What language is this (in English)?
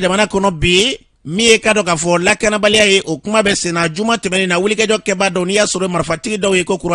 Bambara